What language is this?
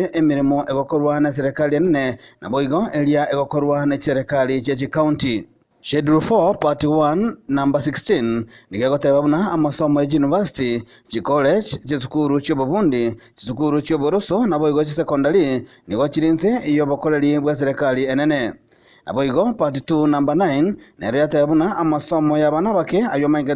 Gusii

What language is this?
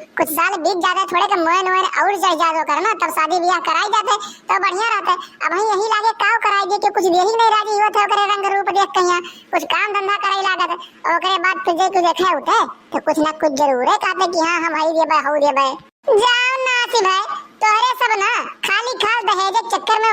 Awadhi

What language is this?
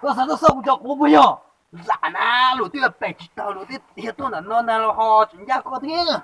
Hmong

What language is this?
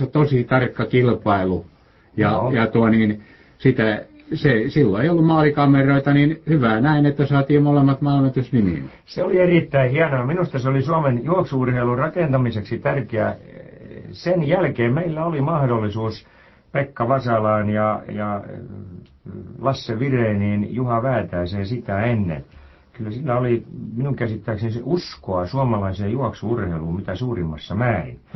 Finnish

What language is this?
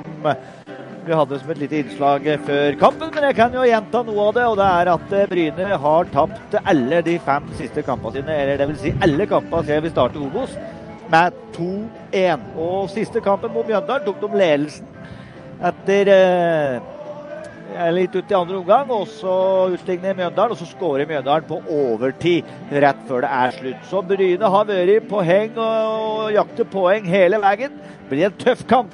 Norwegian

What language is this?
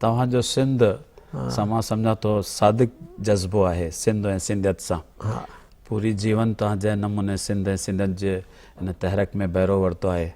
Sindhi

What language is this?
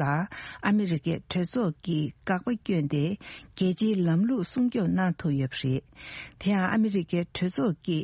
Tibetan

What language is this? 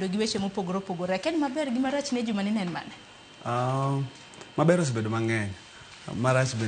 Luo (Kenya and Tanzania)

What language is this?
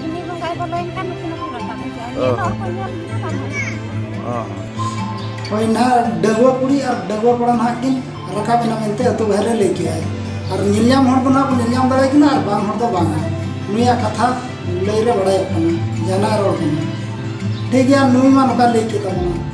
Santali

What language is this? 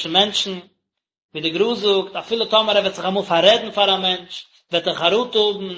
Yiddish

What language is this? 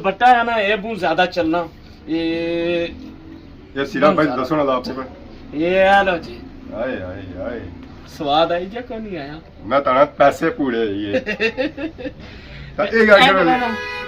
Pahari-Potwari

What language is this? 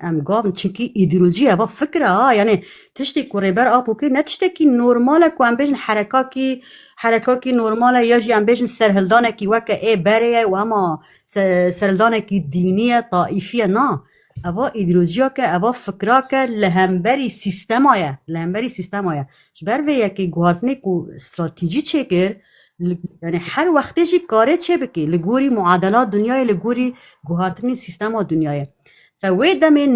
Kurdish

